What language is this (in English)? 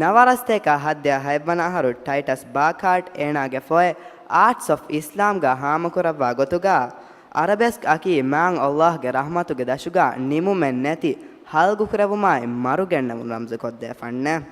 Divehi